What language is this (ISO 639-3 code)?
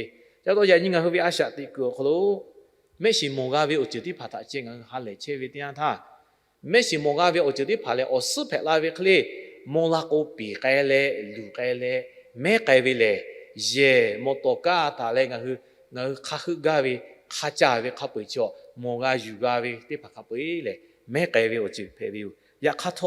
lhu